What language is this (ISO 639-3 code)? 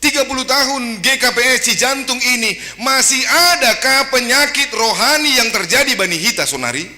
bts